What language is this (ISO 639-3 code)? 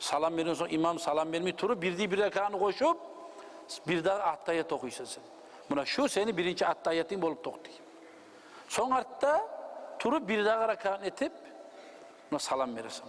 kum